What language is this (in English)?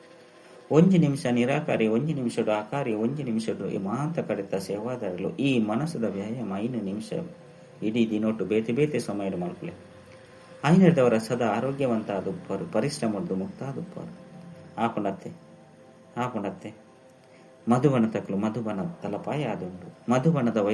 Tulu